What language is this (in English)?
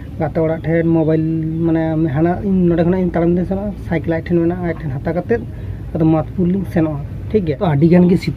Santali